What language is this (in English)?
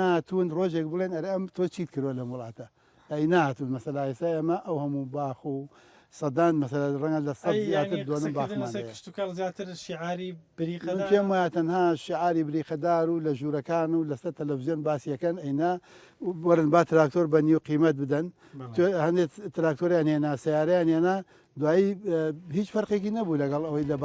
Central Kurdish